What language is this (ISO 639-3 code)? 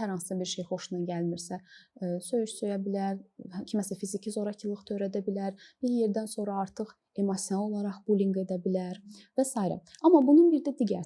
aze